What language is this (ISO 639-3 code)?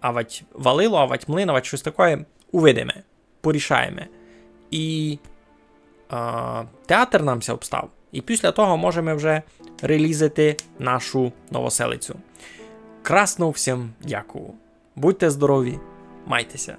rue